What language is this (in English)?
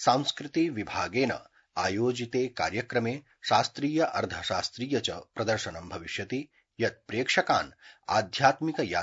Sanskrit